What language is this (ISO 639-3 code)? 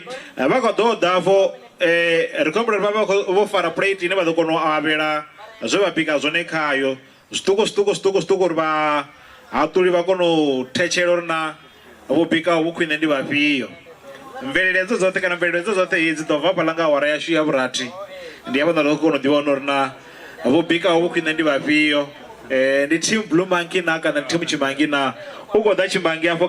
ven